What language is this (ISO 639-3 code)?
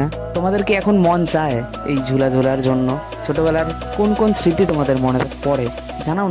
ben